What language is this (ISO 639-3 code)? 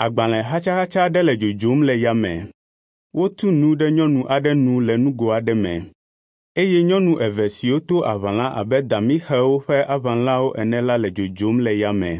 ewe